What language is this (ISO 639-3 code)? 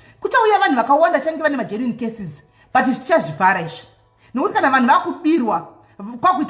sna